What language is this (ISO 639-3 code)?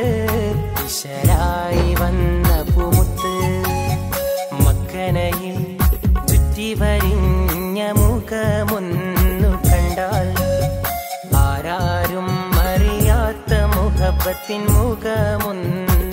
mal